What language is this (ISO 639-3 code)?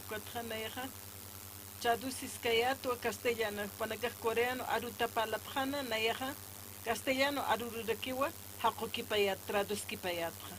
aym